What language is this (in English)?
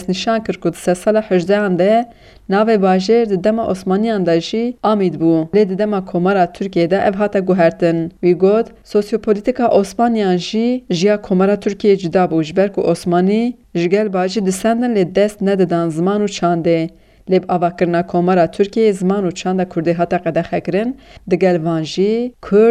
Kurdish